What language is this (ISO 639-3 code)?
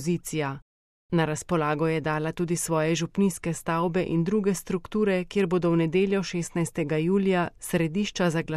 slv